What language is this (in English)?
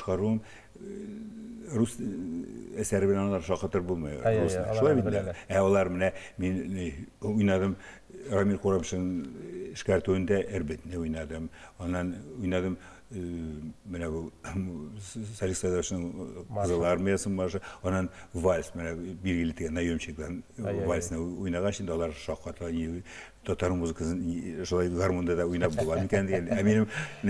Tatar